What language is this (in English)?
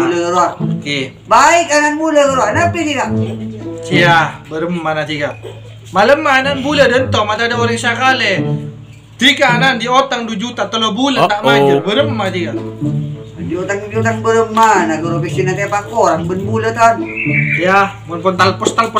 Madurese